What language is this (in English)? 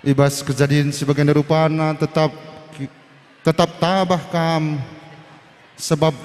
Batak Karo